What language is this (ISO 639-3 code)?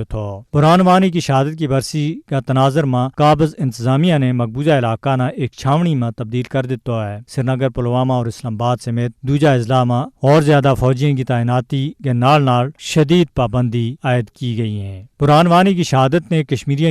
gju